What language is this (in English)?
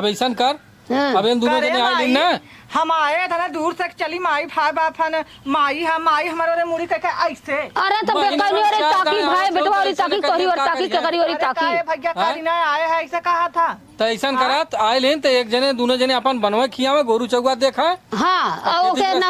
Awadhi